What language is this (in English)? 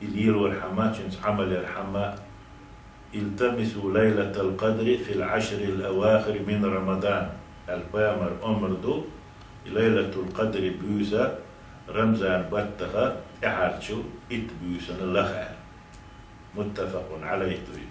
Chechen